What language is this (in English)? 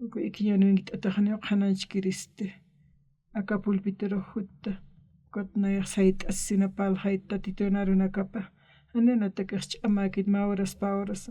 Aymara